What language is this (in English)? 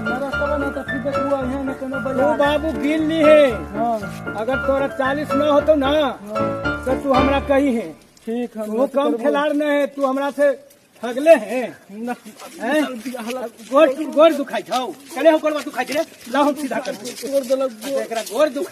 Magahi